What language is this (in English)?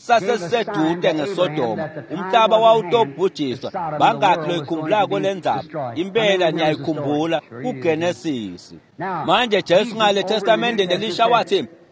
Swati